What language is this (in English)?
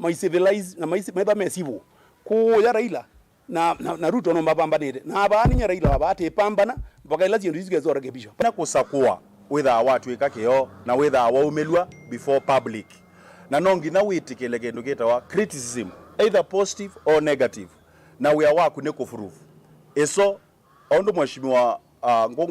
Kamba